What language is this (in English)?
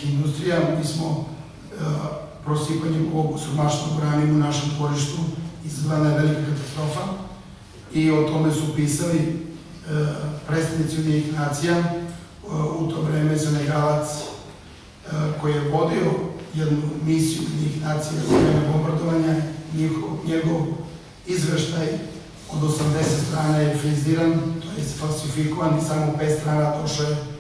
Serbian